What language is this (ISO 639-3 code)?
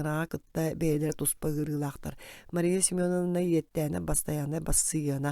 sah